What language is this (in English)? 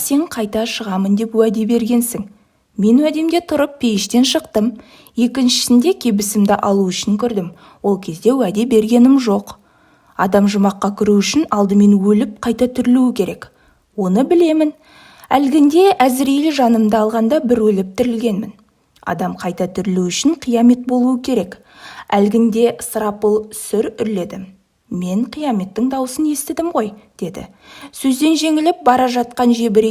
Kazakh